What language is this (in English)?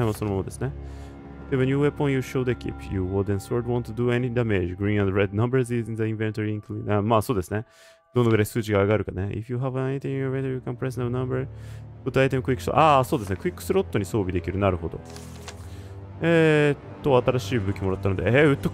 Japanese